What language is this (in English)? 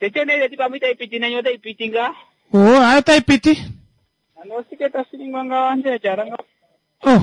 Kuanyama